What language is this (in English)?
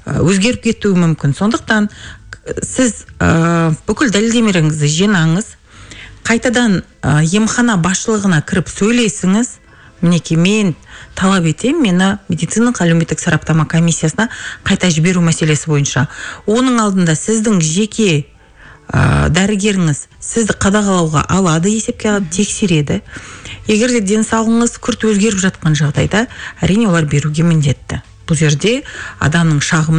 Kazakh